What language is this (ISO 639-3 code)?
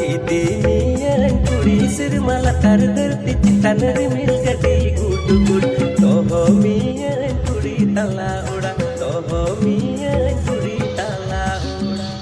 sat